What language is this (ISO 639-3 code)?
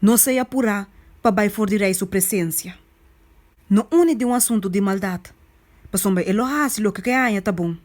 pap